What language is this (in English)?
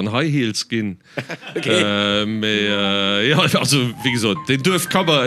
Luxembourgish